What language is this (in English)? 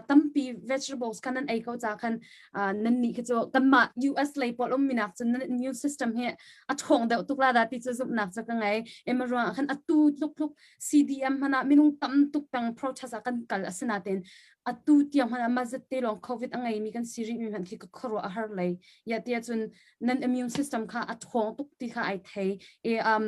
Hakha Chin